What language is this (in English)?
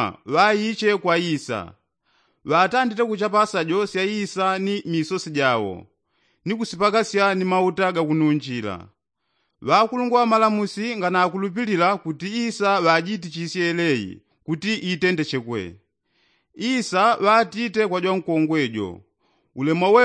Yao